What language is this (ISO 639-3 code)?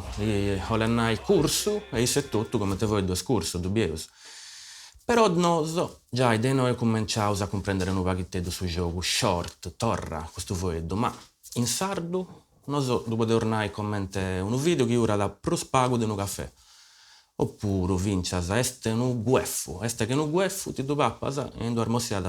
srd